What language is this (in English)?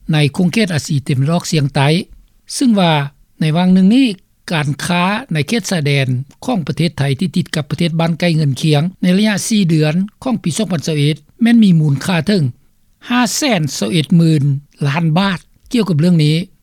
Lao